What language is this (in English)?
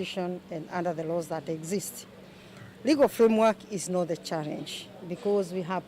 Kamba